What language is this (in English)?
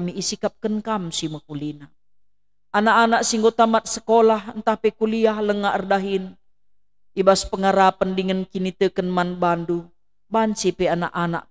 Batak Karo